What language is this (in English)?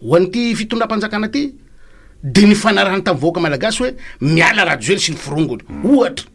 Malagasy